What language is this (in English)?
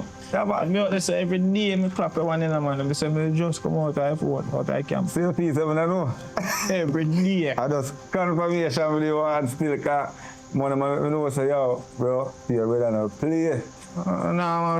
Jamaican Creole English